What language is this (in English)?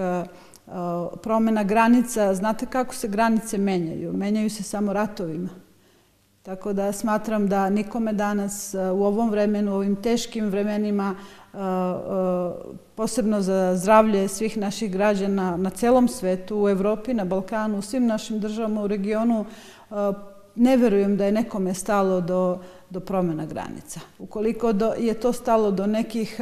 Serbian